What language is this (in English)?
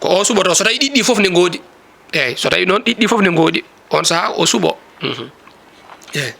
Fula